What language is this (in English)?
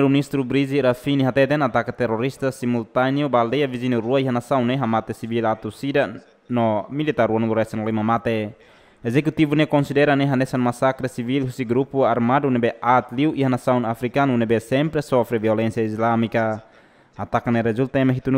Tetum